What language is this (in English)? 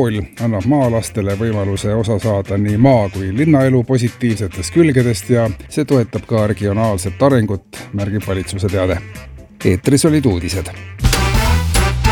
Estonian